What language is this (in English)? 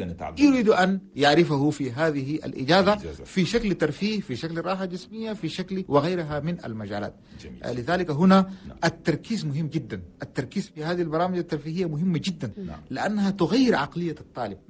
Chadian Arabic